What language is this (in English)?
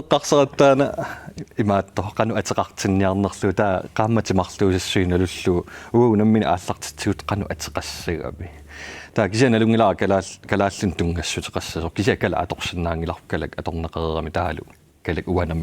Kalaallisut